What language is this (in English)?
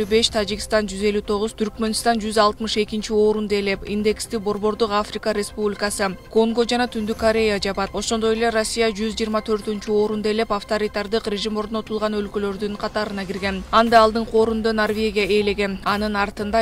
Kyrgyz